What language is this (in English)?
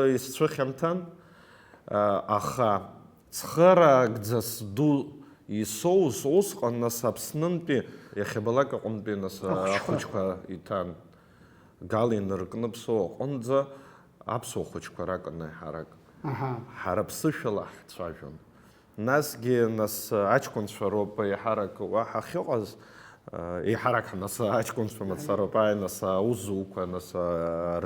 Abkhazian